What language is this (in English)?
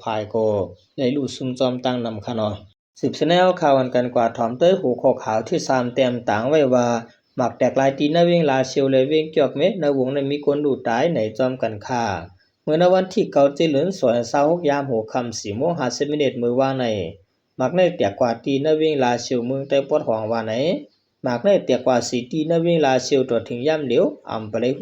Shan